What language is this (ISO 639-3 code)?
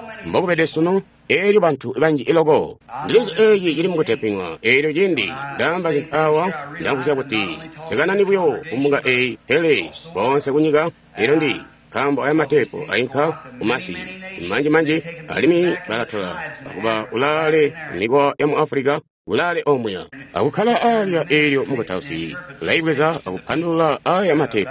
toi